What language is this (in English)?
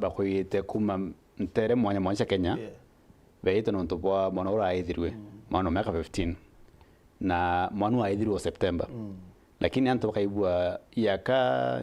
Meru